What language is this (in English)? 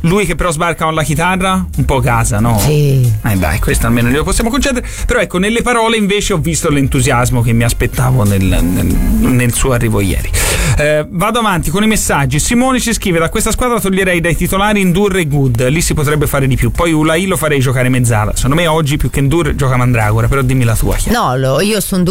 Italian